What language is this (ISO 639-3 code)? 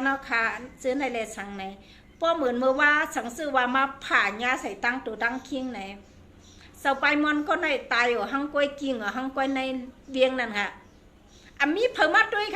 shn